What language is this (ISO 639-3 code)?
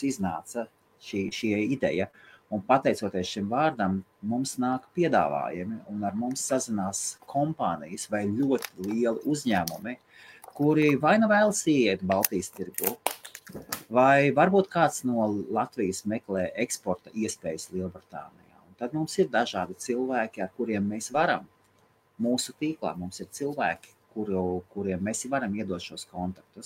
lav